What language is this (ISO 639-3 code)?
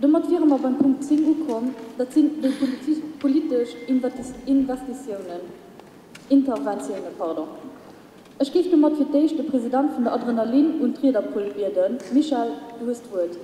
ltz